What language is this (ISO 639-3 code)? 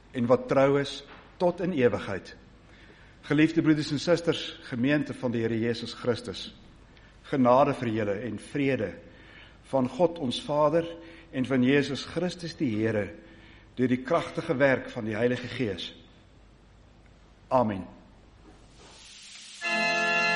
afr